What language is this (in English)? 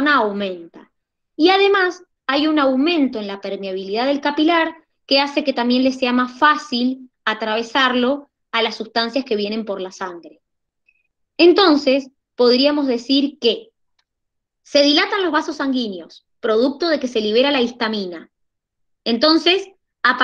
Spanish